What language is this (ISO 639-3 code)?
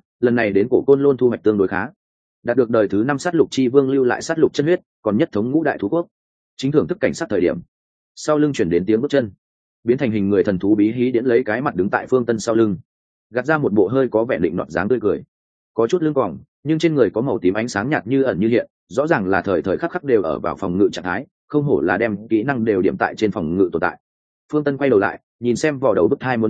vie